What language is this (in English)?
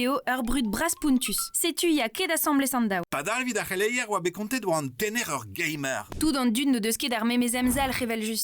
Breton